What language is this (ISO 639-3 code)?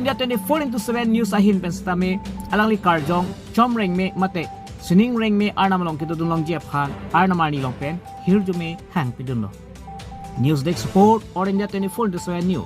mjw